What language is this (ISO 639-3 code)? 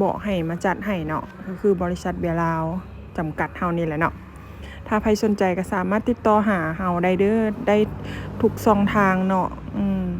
lao